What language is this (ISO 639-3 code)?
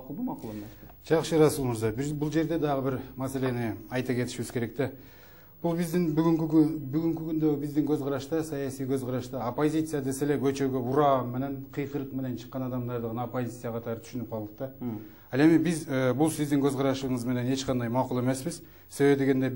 kir